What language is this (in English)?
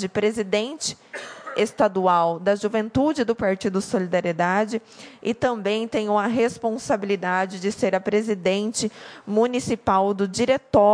Portuguese